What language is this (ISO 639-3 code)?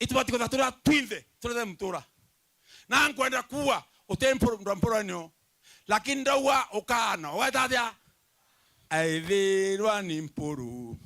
mer